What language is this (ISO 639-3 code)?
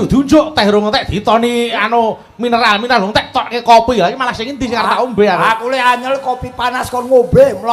jav